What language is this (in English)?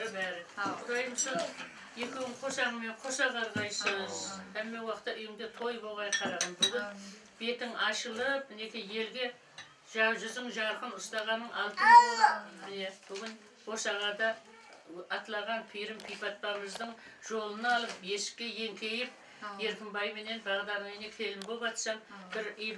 Kara-Kalpak